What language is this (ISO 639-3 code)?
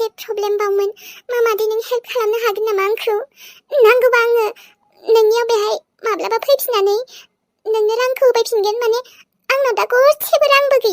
brx